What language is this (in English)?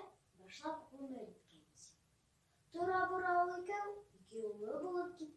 Bashkir